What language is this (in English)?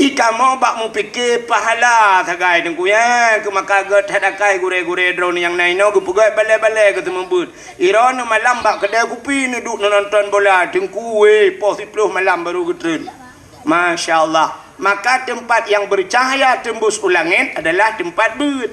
Achinese